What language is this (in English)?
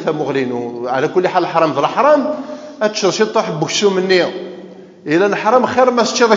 Kabyle